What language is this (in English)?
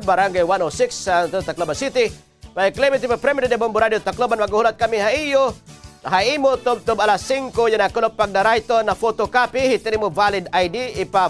Waray